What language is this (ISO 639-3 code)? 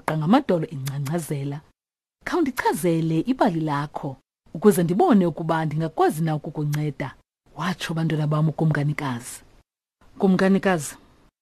xho